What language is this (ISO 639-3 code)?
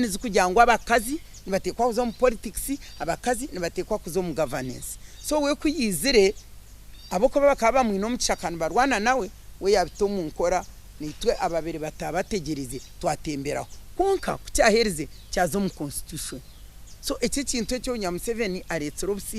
nyn